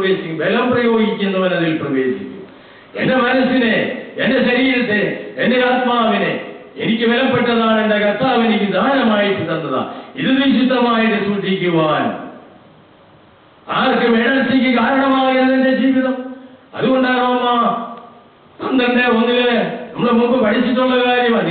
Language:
Malayalam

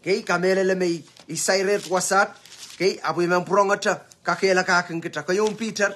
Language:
Pohnpeian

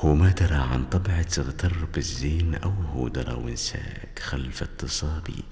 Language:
Najdi Arabic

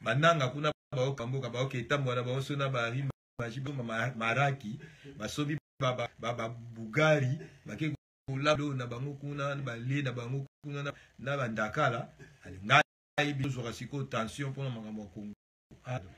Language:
Lingala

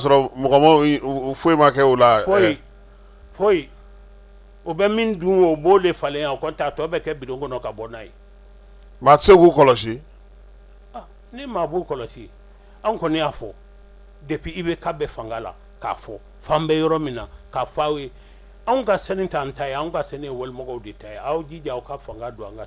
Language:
Bambara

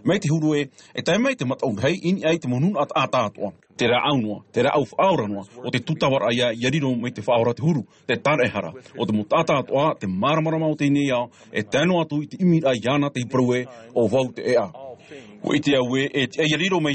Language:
Tahitian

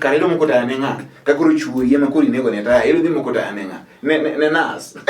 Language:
Luo (Kenya and Tanzania)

